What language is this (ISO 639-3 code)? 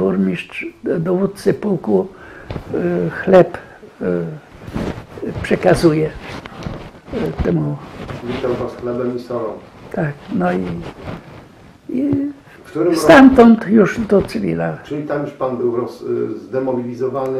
pol